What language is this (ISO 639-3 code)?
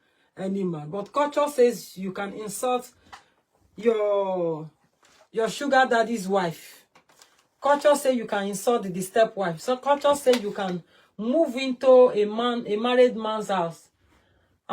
pcm